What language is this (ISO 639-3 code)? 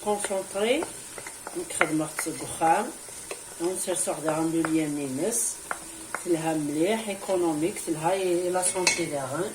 kab